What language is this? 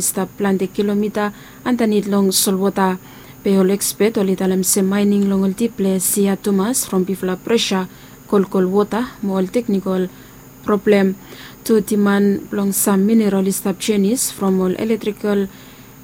Bislama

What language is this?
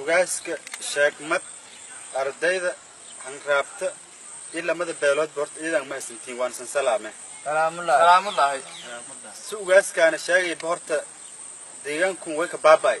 Somali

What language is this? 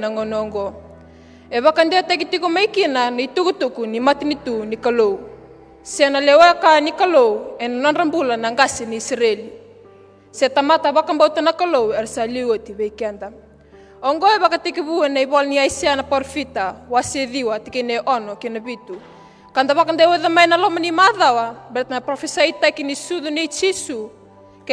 Fijian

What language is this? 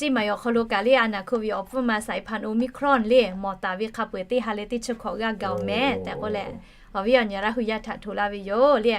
Lahu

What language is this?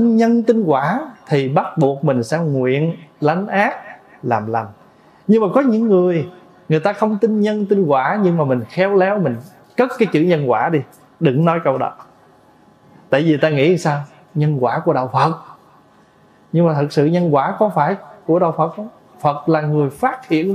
Vietnamese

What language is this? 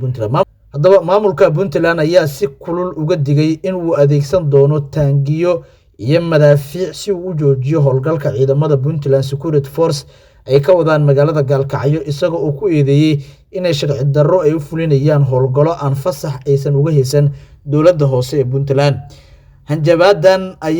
Somali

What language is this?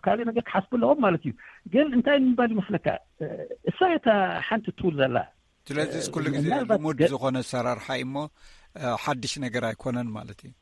Tigrinya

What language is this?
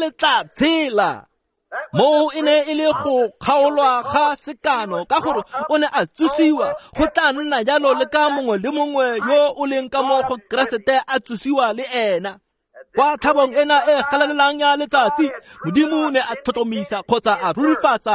Tswana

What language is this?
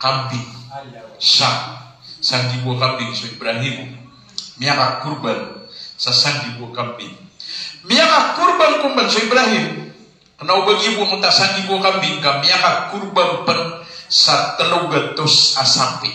Maranao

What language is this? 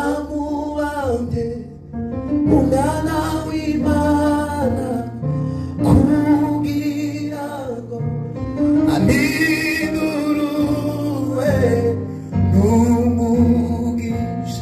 Kinyarwanda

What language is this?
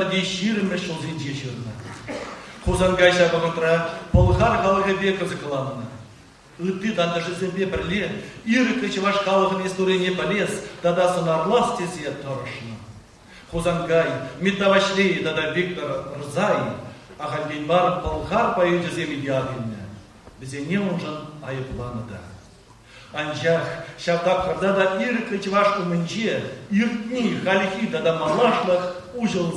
Chuvash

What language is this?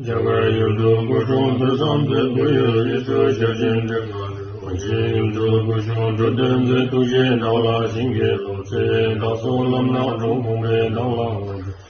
Tibetan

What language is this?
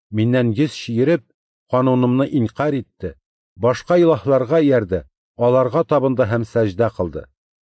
Tatar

